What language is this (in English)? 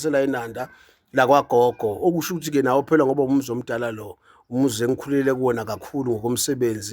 Zulu